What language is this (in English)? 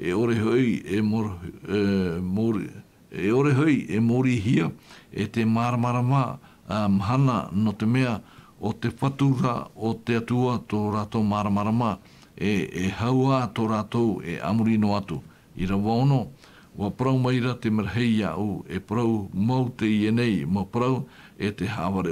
Tahitian